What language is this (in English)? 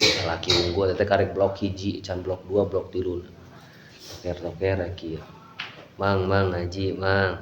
Sundanese